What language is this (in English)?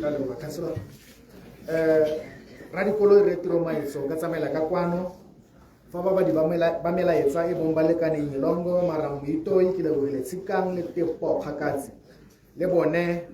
Tswana